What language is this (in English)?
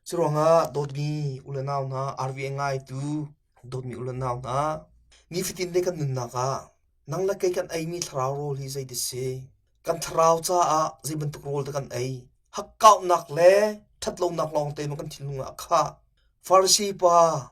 Hakha Chin